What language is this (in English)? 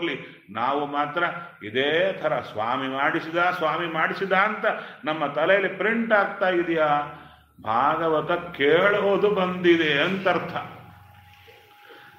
Kannada